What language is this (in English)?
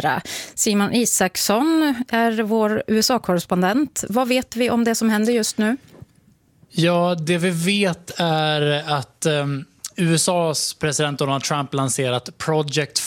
Swedish